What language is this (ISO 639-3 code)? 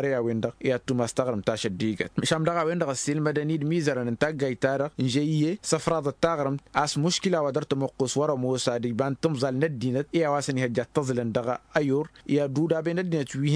taq